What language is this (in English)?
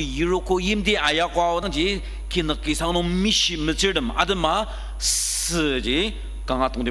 Ao Naga